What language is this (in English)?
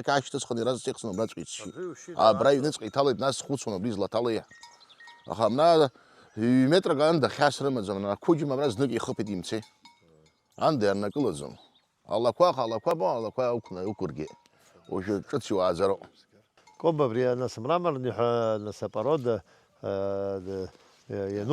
Abkhazian